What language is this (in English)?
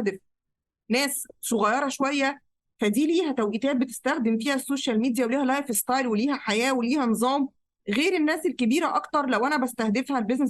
Egyptian Arabic